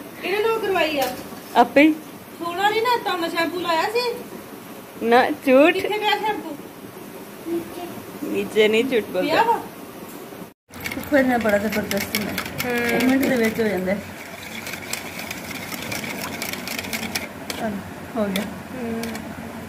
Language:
Punjabi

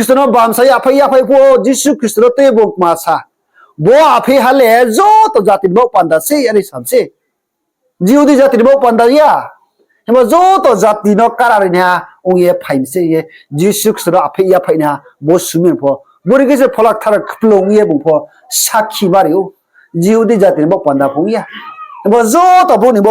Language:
Riang (India)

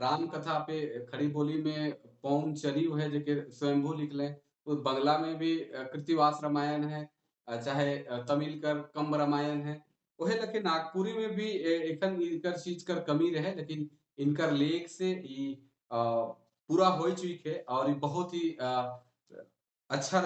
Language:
Sadri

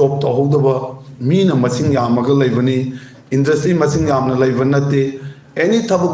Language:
Manipuri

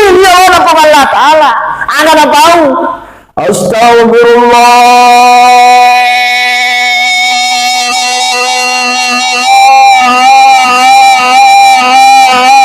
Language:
Buginese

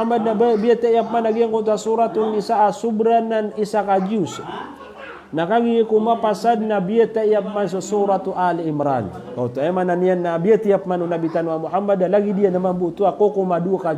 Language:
Maranao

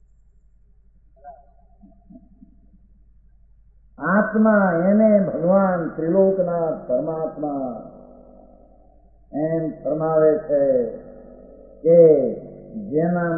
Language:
Gujarati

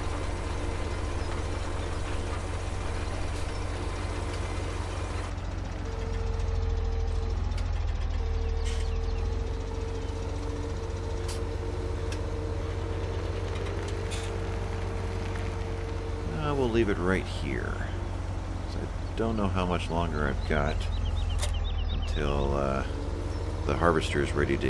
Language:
English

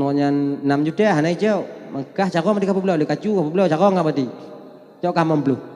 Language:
Achinese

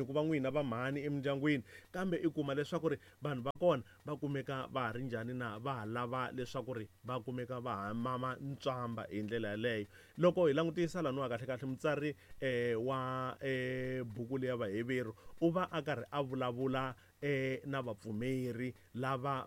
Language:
Tsonga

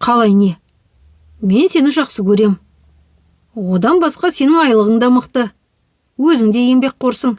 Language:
Kazakh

